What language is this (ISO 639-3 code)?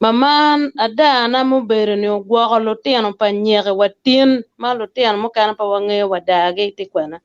ach